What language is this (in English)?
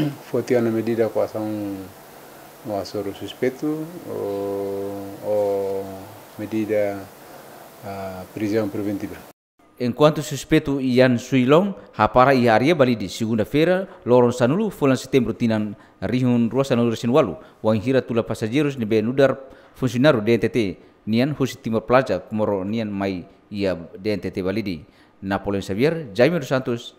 Tetum